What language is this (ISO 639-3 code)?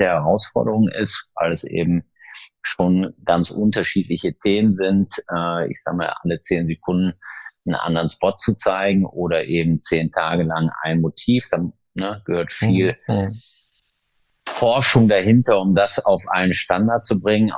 deu